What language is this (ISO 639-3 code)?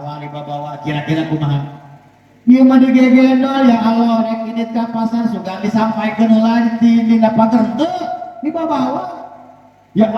sun